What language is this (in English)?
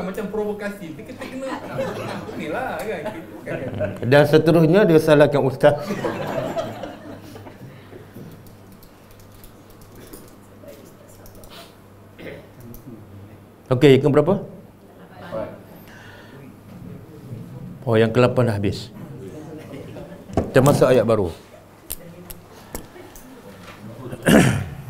Malay